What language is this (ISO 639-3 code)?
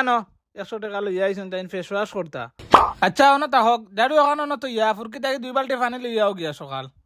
syl